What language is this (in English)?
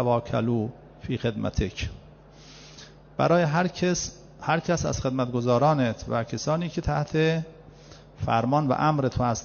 Persian